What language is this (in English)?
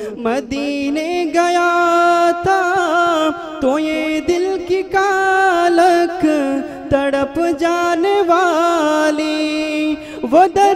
Malayalam